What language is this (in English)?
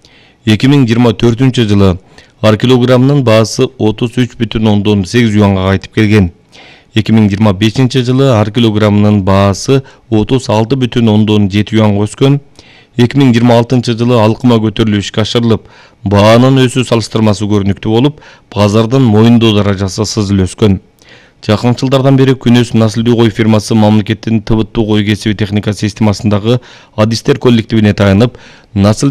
Kyrgyz